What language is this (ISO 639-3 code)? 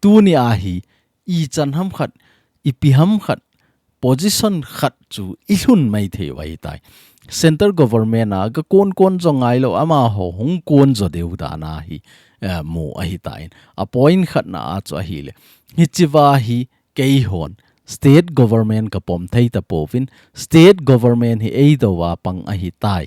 tcz